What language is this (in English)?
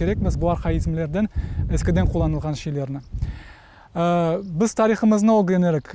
Crimean Tatar